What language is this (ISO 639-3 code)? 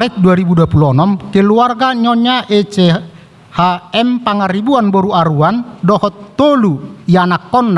bbc